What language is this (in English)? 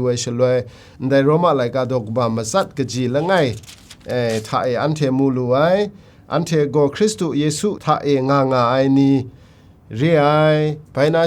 Kachin